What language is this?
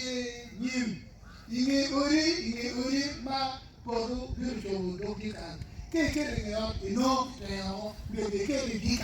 Acoli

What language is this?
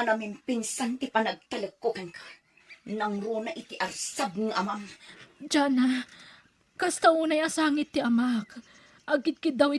Iloko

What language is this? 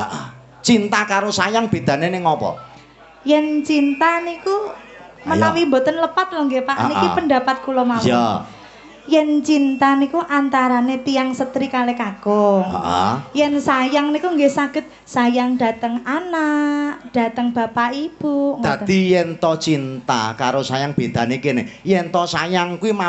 Javanese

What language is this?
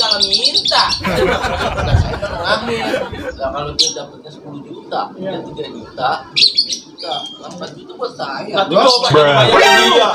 Betawi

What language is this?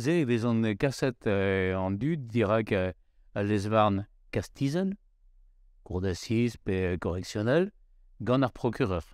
Breton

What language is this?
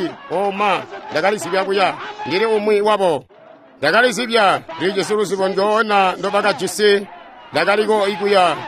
Tonga (Zambia)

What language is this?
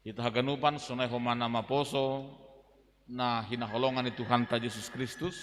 Batak Simalungun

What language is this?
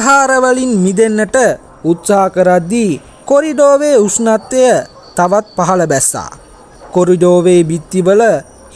Sinhala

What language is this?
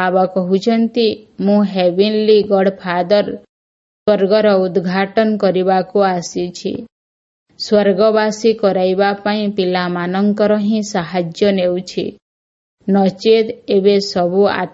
Odia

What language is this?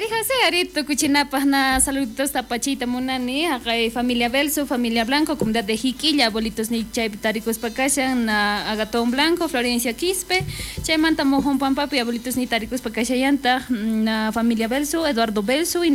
South Bolivian Quechua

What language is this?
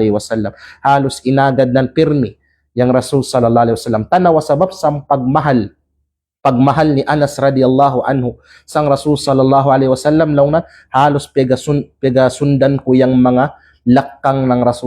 Kalagan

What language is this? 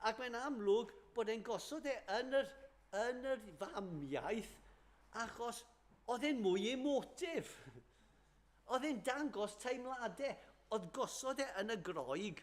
Welsh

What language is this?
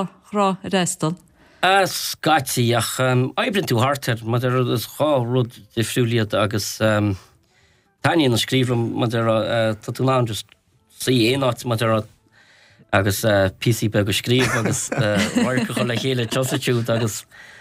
Irish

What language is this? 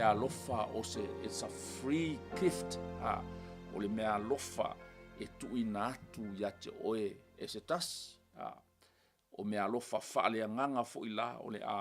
Samoan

